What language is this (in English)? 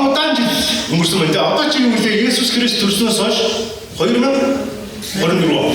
Mongolian